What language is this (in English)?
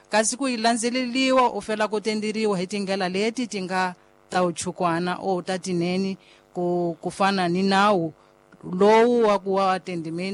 Tsonga